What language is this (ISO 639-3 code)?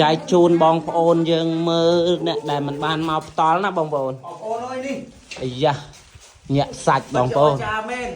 khm